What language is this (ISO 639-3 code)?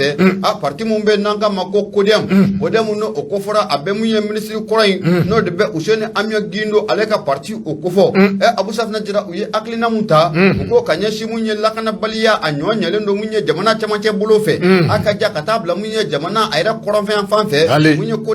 bam